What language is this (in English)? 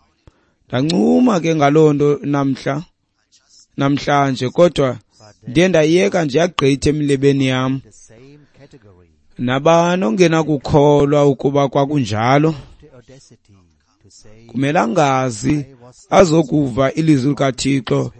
Xhosa